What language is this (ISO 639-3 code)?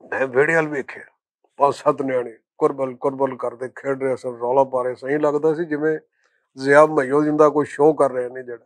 lah